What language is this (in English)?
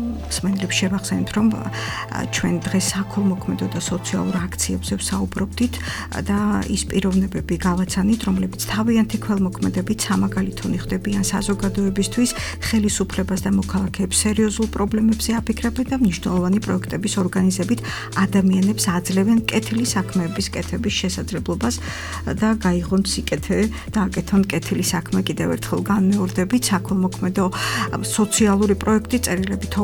Georgian